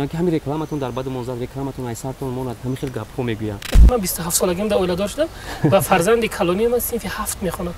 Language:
Tajik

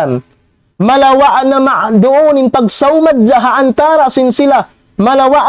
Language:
Tausug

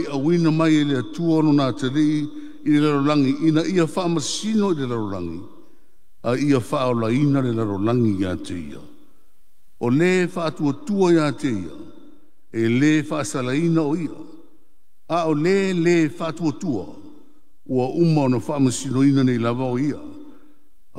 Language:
Samoan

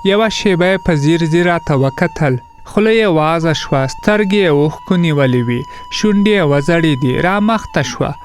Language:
Pashto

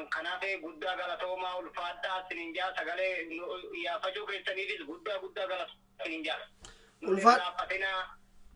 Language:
Oromo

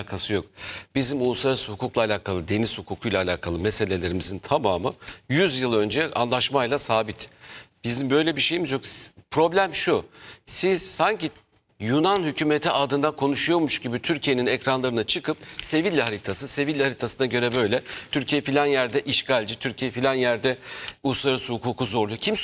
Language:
Turkish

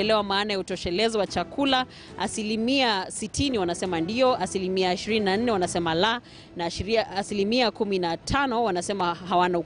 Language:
Swahili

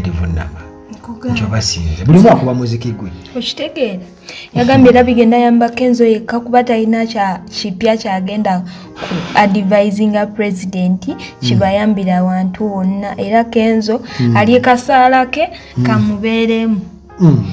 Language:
Ganda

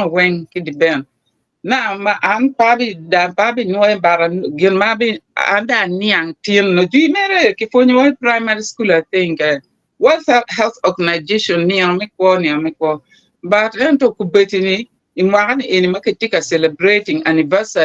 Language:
Acoli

